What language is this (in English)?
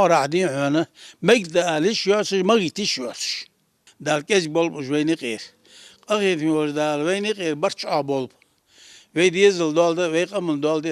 Ingush